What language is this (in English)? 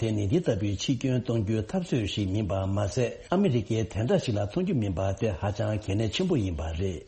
Tibetan